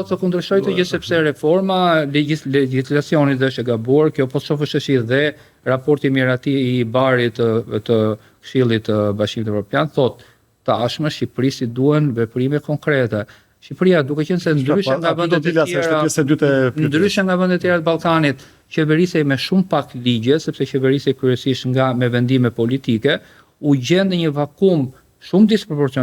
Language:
Albanian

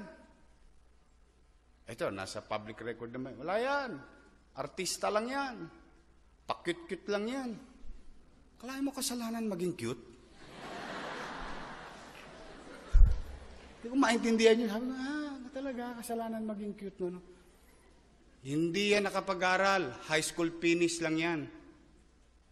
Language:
Filipino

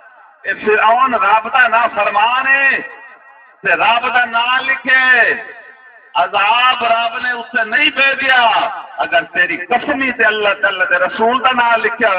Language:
Saraiki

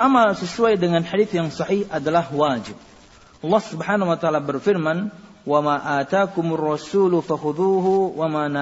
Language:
Indonesian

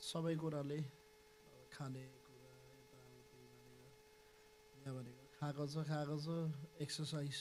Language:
Nepali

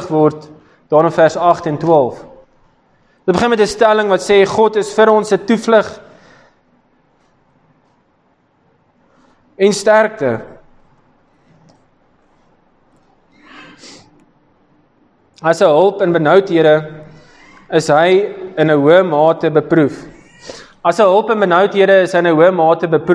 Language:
Afrikaans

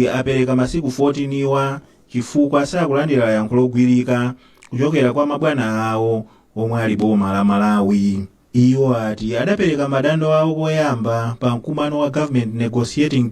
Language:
Nyanja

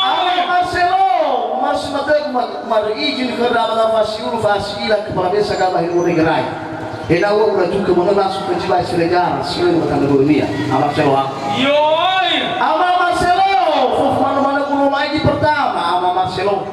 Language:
Nias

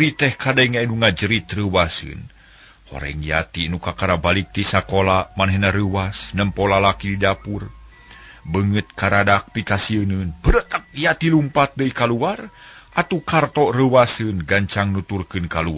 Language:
Sundanese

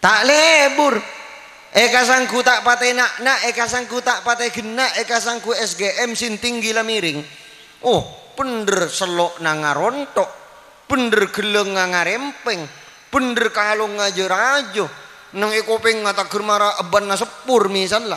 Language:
Madurese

